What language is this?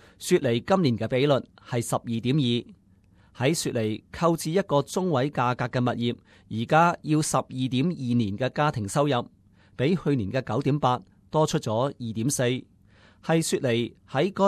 Cantonese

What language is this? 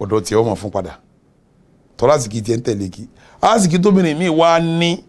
Yoruba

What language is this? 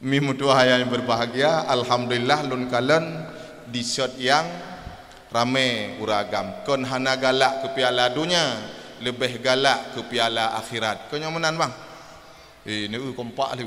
Achinese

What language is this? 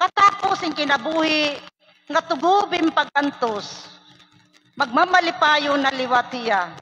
Waray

